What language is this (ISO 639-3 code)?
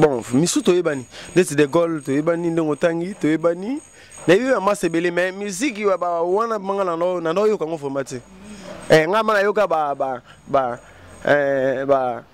lin